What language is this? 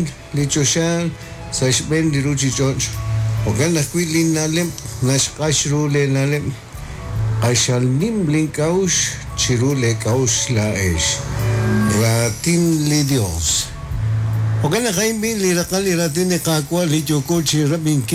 Kekchí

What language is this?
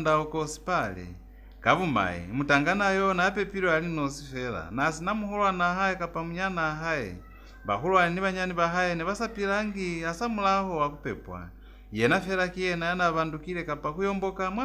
Lozi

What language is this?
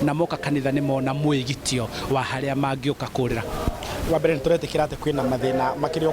Kikuyu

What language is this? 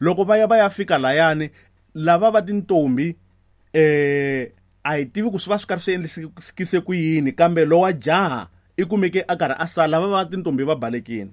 Tsonga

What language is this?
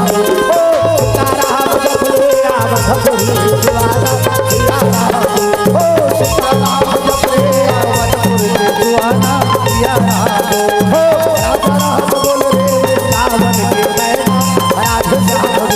Chhattisgarhi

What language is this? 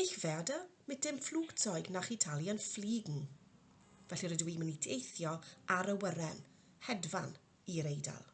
Welsh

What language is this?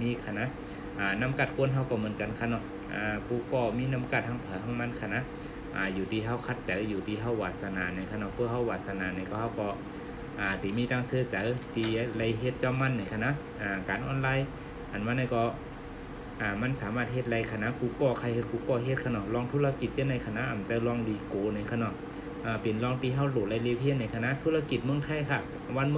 Shan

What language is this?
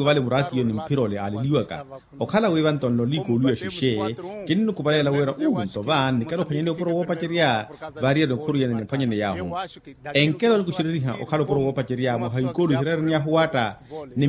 Makhuwa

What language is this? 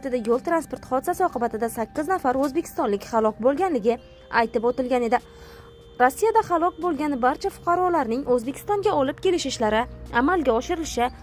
Uzbek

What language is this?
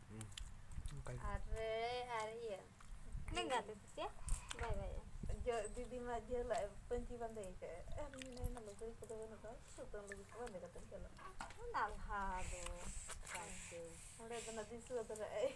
Santali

